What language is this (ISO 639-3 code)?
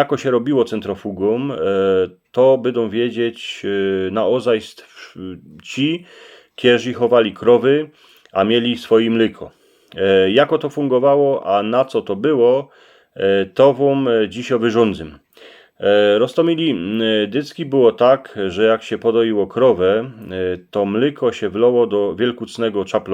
szl